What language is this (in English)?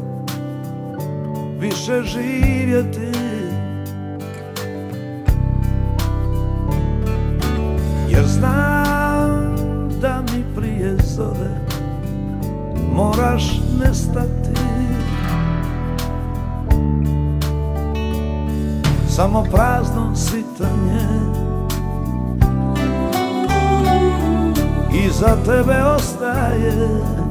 Croatian